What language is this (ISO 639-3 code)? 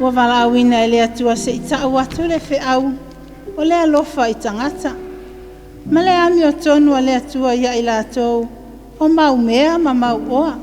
smo